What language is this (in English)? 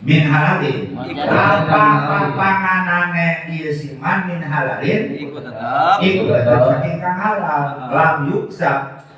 Sundanese